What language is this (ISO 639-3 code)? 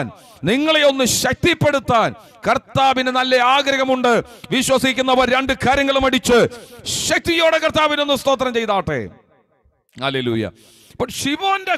mal